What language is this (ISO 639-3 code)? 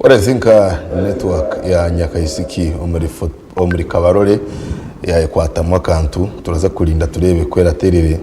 nyn